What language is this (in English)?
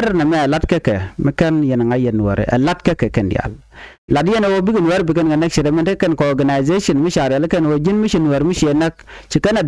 Nuer